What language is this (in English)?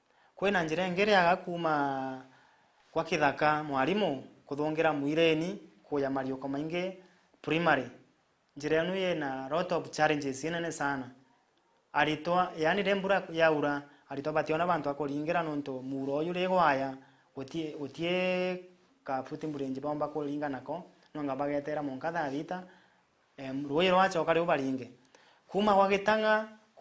Meru